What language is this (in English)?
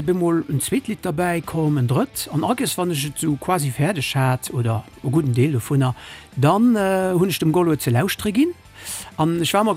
Luxembourgish